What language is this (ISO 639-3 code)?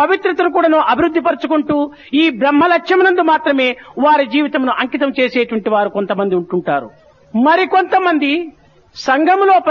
tel